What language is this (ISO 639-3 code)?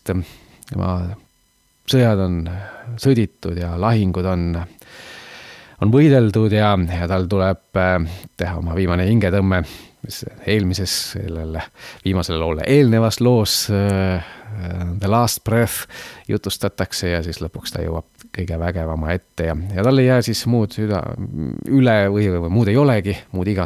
est